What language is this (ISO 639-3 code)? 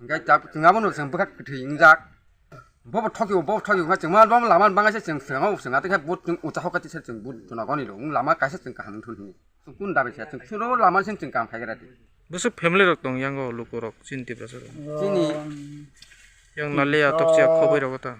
trp